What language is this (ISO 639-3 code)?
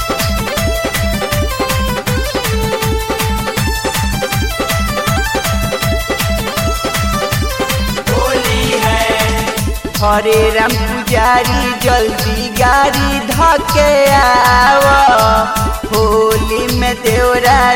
bho